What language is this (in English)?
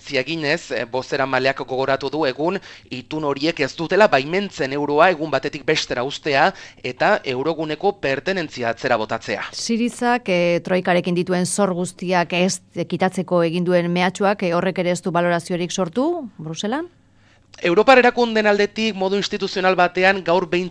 Basque